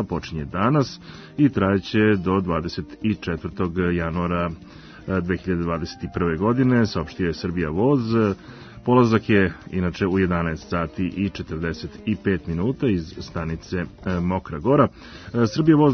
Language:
Serbian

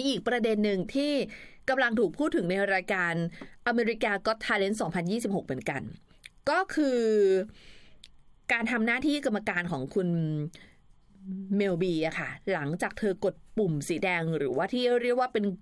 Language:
Thai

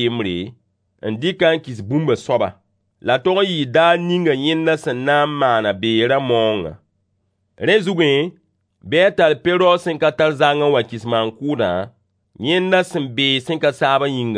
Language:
Mossi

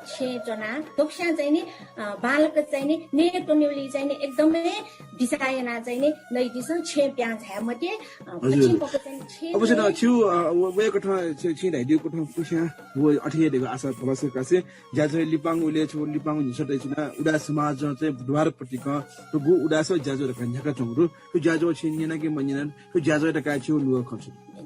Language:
Newari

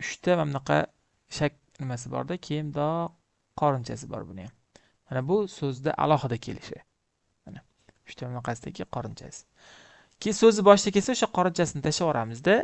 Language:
Uzbek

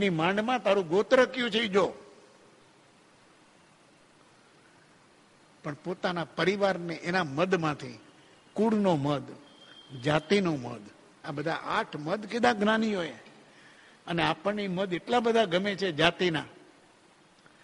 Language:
Gujarati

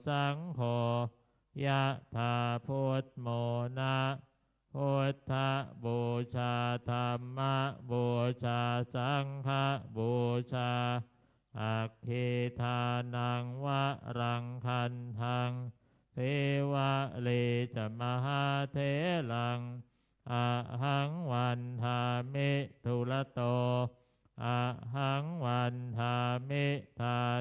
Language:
Pali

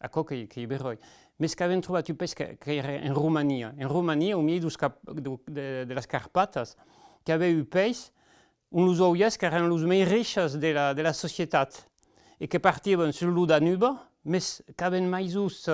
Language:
Occitan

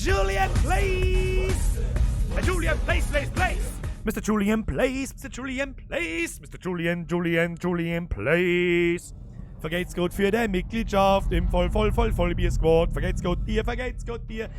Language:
Bavarian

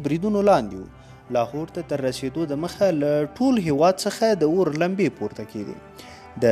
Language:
Pashto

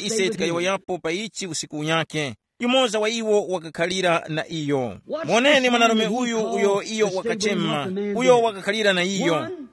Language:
Tumbuka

